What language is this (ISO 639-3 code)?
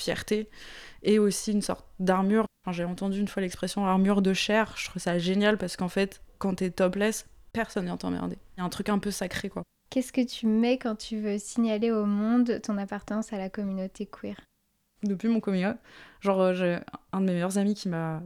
fra